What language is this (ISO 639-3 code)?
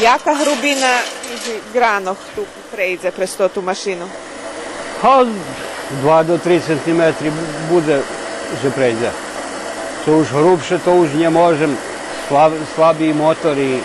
rue